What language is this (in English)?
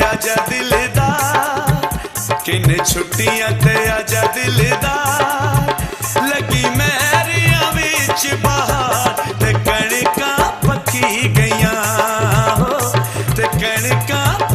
Pahari-Potwari